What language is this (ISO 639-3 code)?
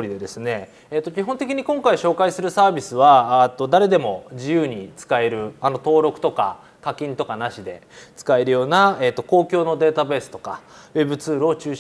jpn